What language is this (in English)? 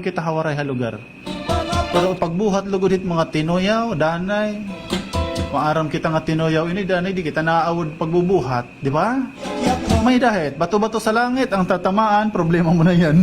Waray